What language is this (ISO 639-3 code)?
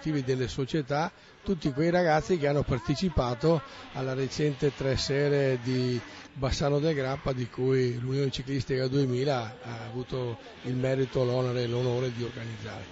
ita